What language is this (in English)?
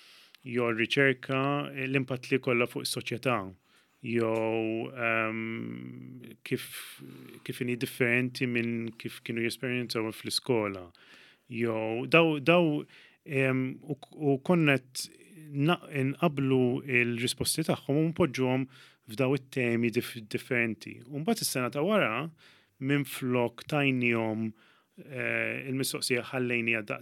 Maltese